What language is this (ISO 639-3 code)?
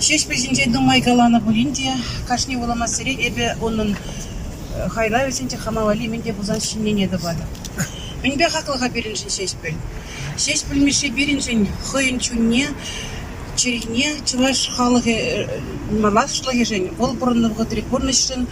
chv